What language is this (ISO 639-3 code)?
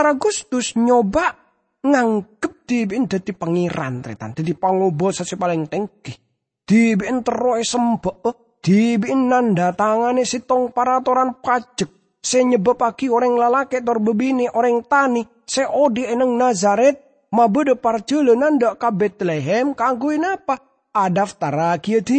mad